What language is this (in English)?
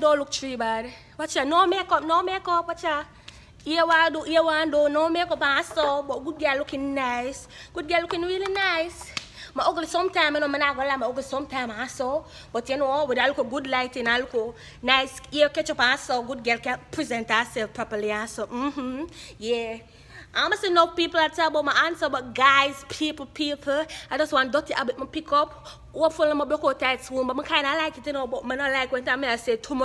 Jamaican Creole English